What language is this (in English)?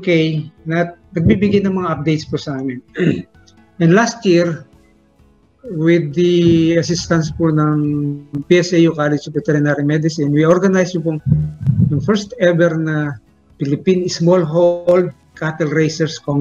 Filipino